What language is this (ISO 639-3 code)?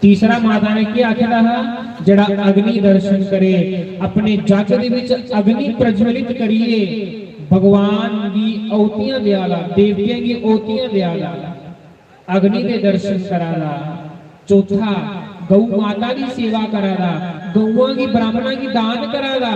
doi